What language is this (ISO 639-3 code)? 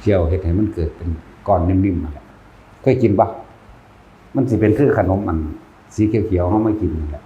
tts